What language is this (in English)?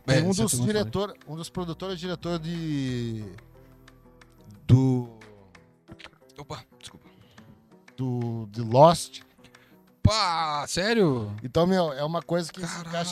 Portuguese